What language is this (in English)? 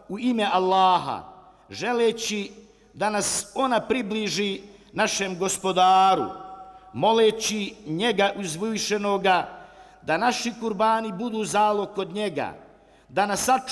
Bosnian